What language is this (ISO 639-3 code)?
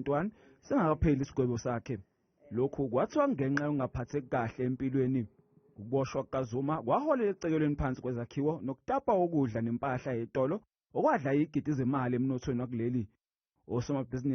zul